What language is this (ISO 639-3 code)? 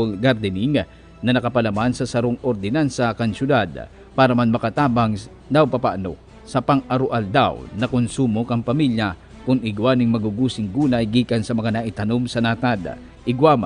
bik